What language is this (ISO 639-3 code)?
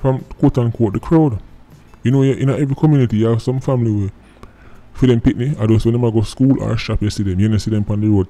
jam